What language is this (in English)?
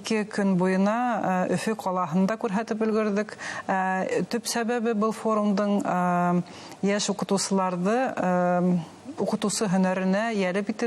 Bashkir